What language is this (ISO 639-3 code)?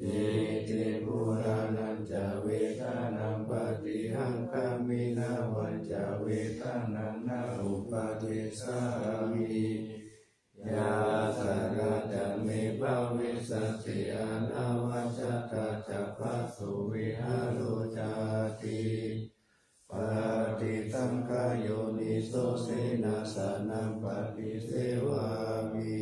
pli